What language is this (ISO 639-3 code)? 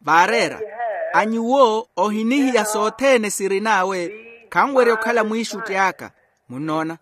vmw